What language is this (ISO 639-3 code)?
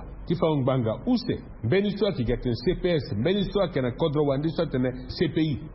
sag